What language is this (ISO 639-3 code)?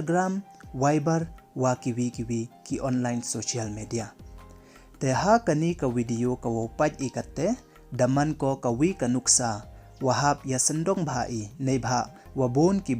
pbv